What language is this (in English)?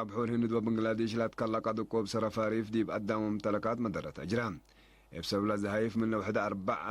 Tigre